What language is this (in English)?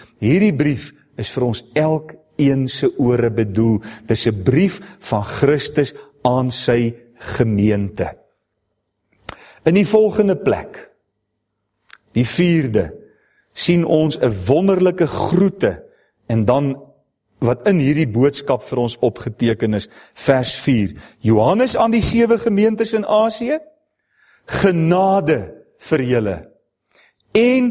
Afrikaans